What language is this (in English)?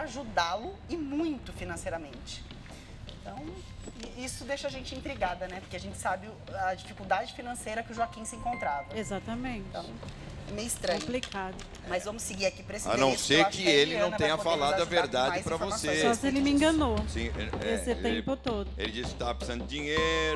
Portuguese